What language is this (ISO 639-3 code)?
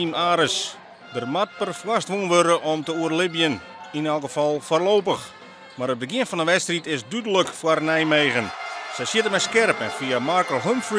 fry